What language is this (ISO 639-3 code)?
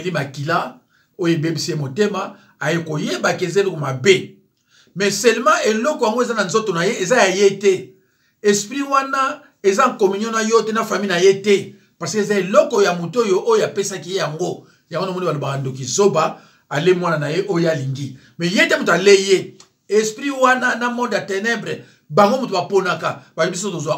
lin